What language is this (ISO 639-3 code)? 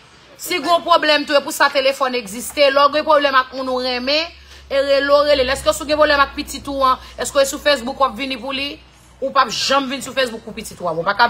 hat